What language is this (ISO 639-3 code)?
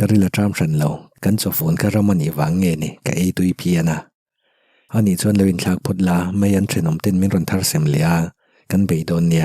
lus